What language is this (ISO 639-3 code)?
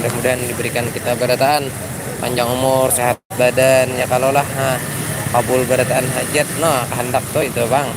bjn